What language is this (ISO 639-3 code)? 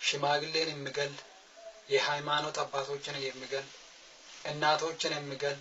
amh